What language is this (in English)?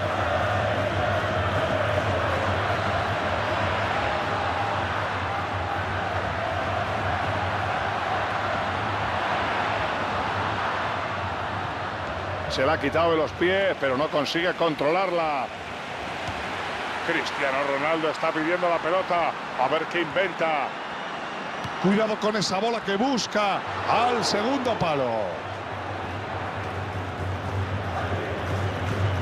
Spanish